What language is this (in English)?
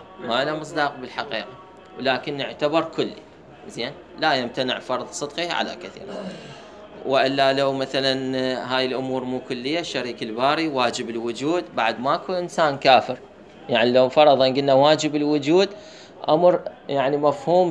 Mesopotamian Arabic